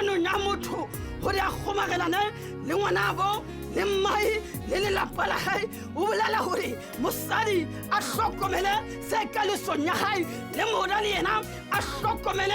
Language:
Southern Sotho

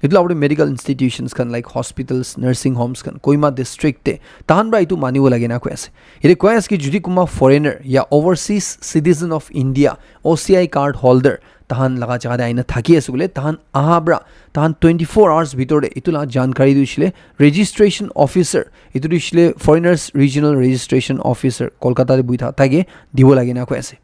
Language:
Naga Pidgin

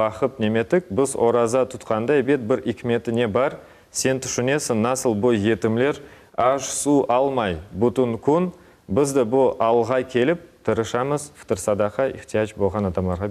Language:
Crimean Tatar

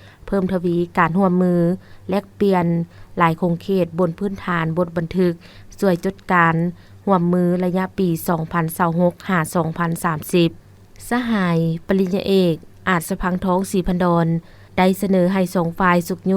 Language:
Lao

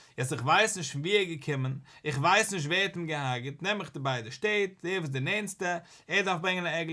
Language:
Yiddish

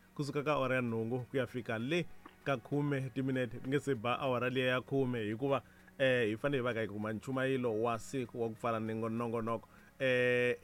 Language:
Tsonga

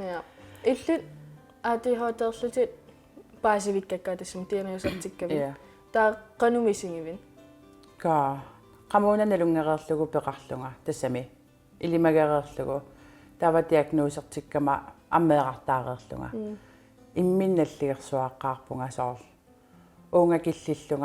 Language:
Kalaallisut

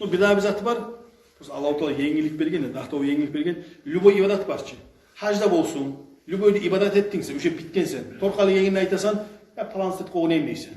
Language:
Kumyk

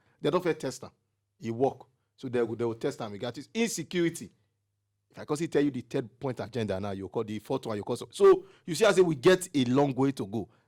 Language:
Nigerian Pidgin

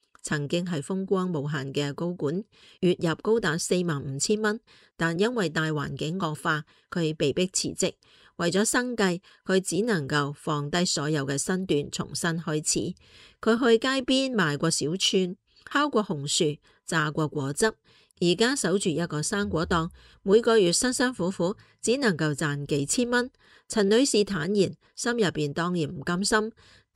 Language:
Cantonese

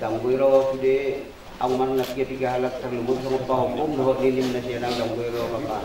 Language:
Batak Toba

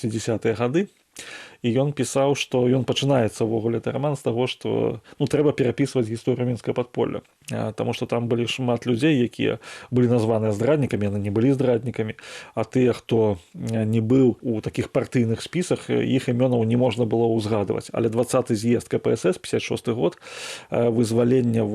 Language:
Belarusian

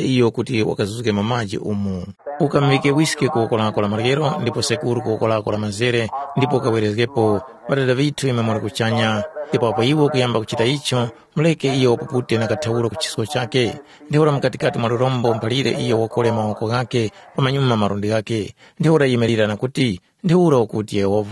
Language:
Tumbuka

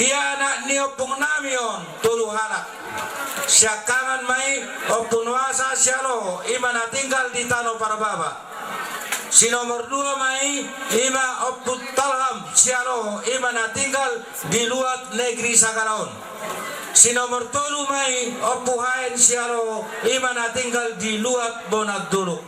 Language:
Batak Toba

